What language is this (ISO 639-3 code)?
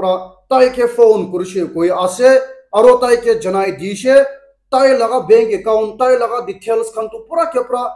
nag